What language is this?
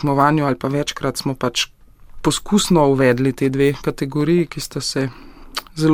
Slovenian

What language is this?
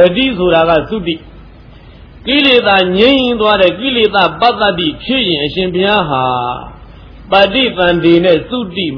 Burmese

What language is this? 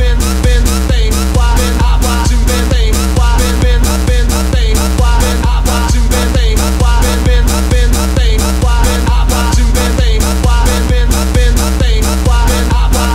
English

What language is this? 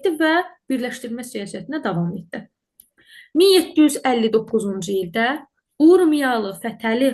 Azerbaijani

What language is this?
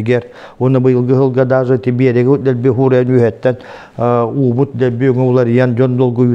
Yakut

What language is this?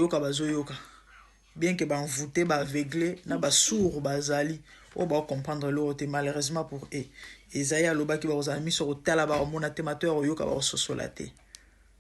Lingala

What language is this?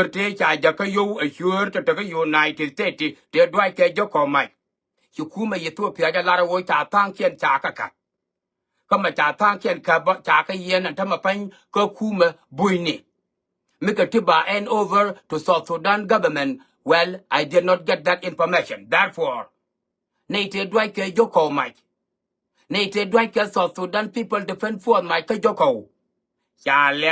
Nuer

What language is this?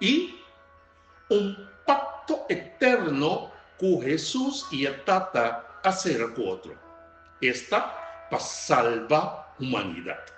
Papiamento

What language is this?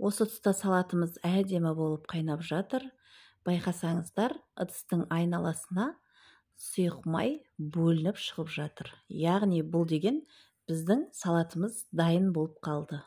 Kazakh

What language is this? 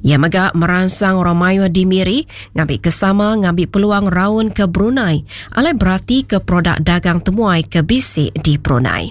Iban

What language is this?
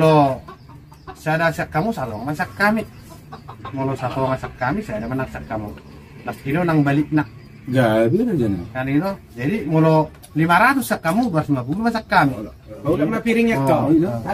Batak Toba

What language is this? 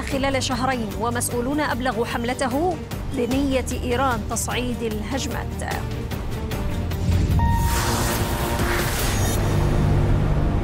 Arabic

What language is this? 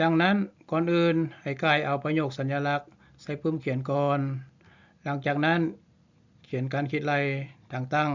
Lao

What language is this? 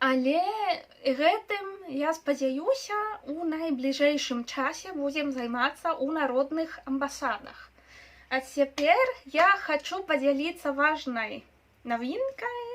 Belarusian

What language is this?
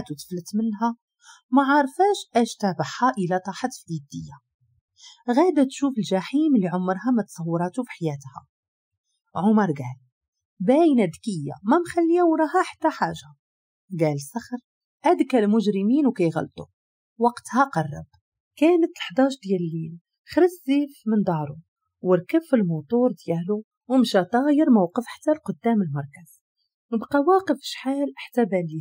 Moroccan Arabic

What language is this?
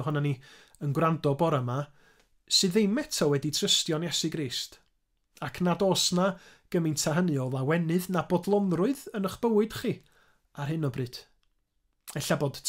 Welsh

